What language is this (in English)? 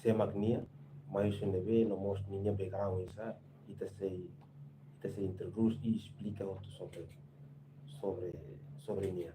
Tetum